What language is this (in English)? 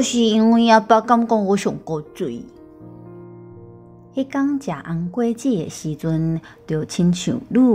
Min Nan Chinese